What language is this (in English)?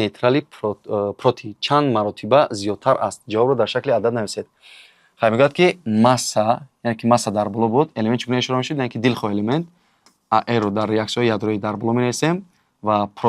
Tajik